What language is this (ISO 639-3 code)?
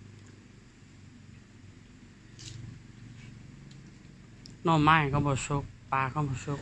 lao